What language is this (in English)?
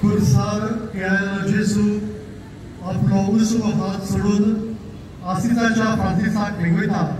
Konkani